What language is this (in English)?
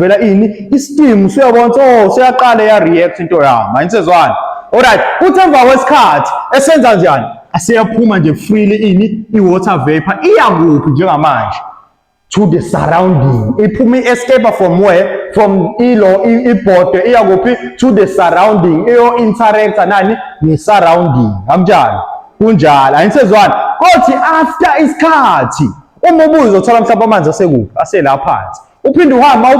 Zulu